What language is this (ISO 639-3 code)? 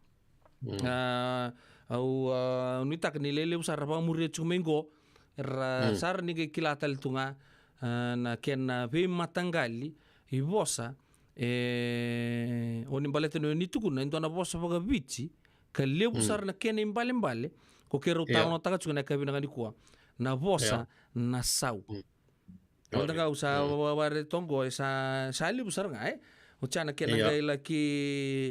fij